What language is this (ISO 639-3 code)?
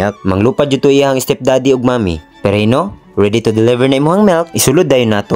ceb